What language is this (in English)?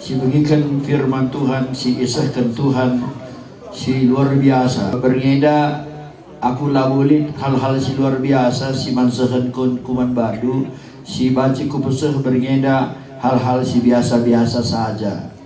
Batak Karo